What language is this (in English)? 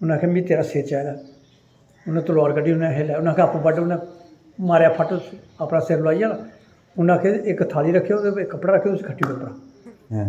Dogri